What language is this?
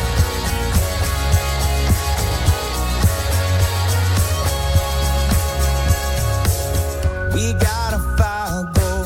French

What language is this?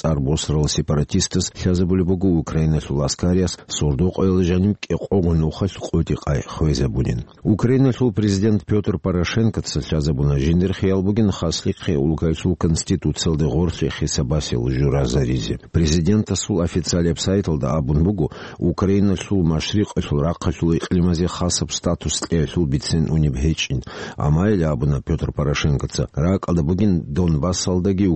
Avaric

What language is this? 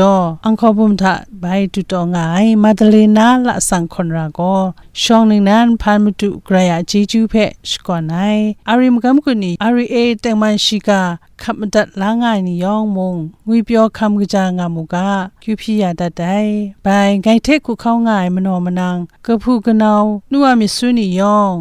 Kachin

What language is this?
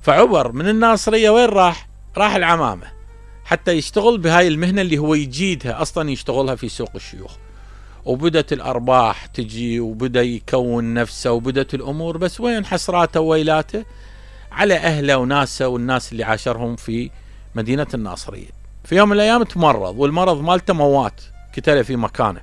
Mesopotamian Arabic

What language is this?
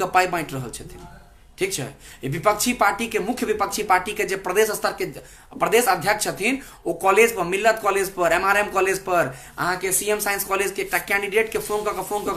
Maithili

